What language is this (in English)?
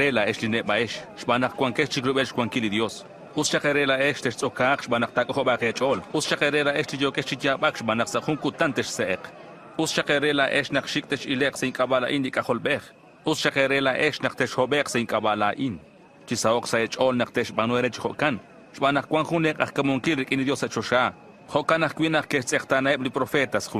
Kekchí